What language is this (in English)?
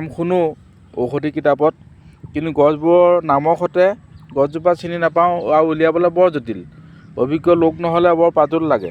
Assamese